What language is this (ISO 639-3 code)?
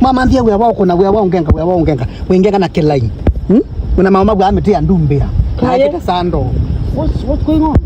kam